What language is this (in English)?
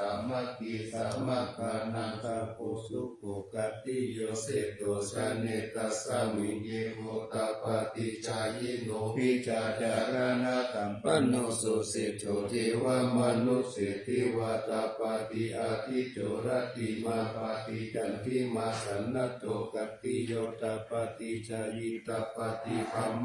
Pali